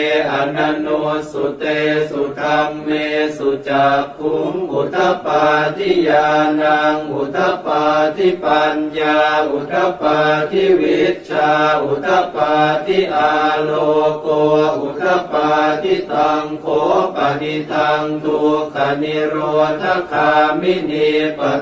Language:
Pali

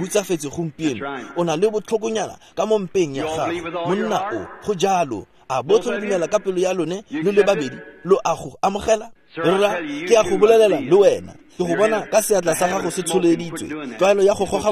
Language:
Tswana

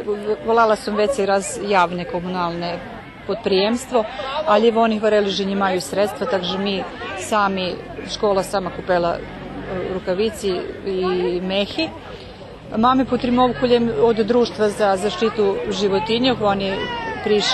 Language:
Rusyn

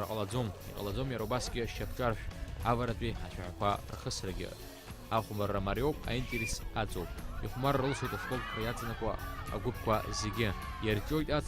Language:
Abkhazian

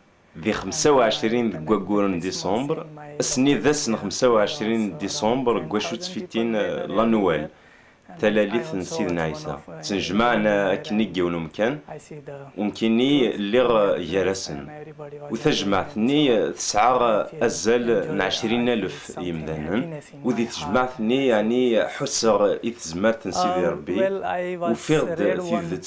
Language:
Kabyle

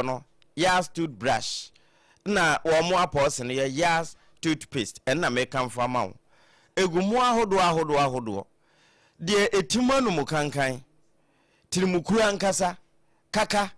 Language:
Akan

